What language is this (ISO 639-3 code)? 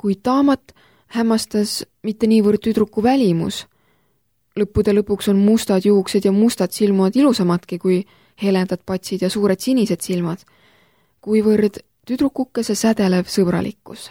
est